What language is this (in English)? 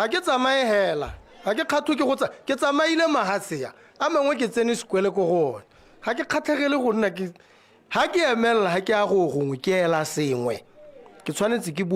Tswana